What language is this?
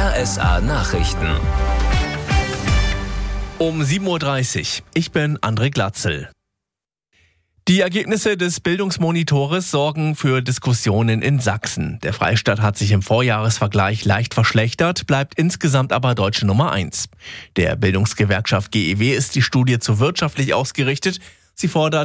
German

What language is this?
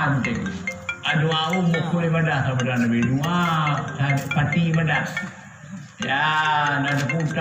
Achinese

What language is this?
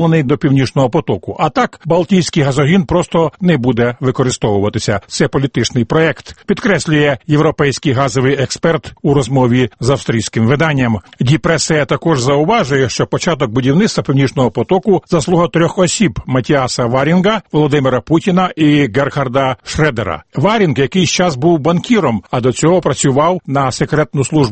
Ukrainian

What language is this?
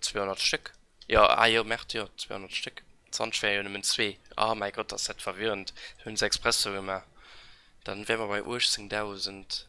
Luxembourgish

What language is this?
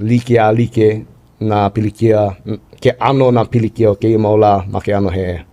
Hawaiian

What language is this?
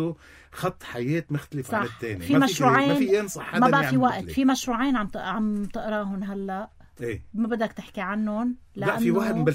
North Levantine Arabic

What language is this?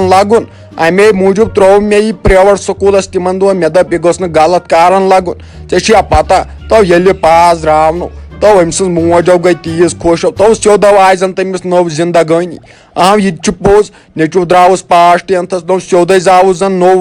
Kashmiri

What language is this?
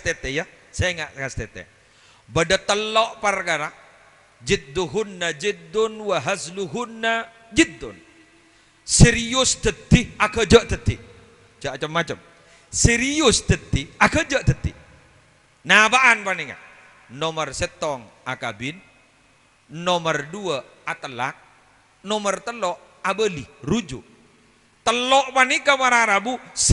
Madurese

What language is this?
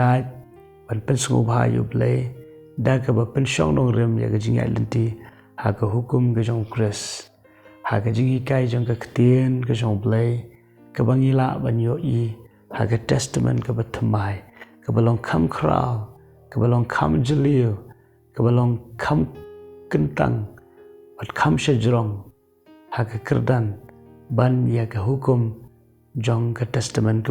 Khasi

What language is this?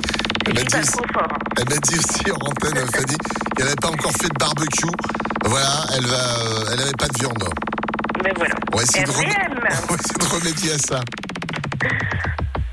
French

